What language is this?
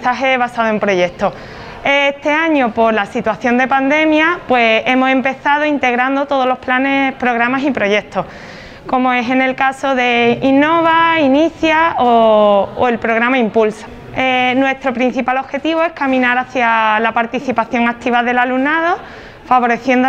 Spanish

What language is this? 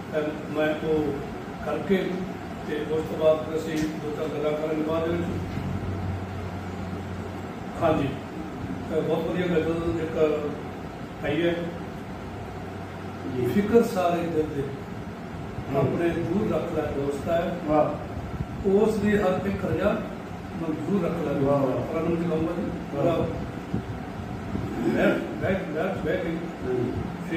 Punjabi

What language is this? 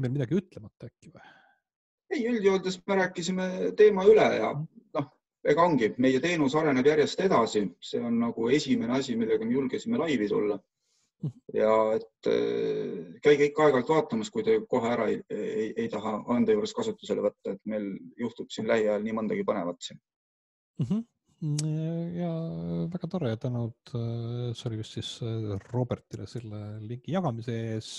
Estonian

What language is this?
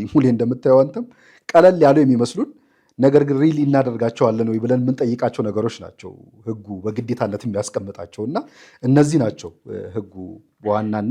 Amharic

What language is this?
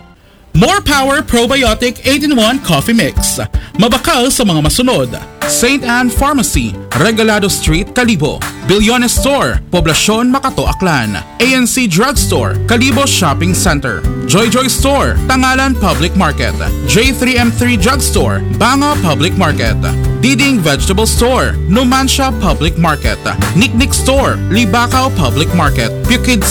Aklanon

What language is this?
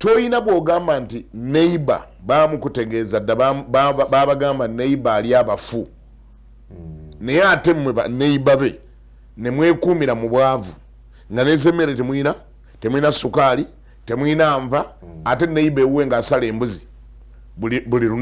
Ganda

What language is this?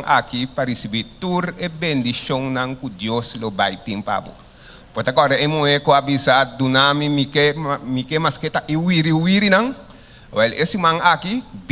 Papiamento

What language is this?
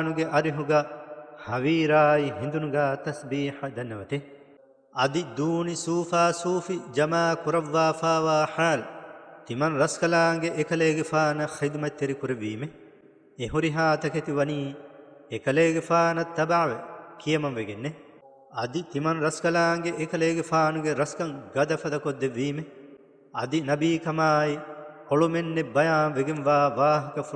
Divehi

